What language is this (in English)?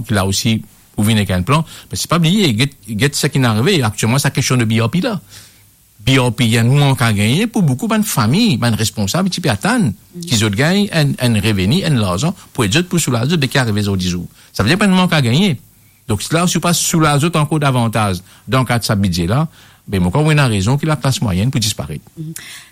Morisyen